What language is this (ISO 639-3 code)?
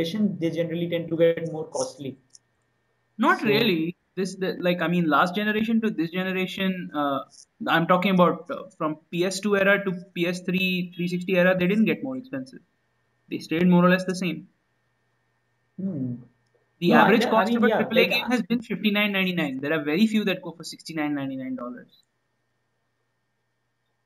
eng